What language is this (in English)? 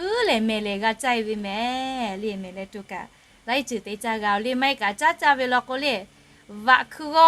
Lahu